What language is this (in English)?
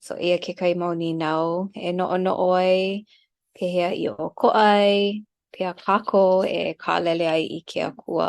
Hawaiian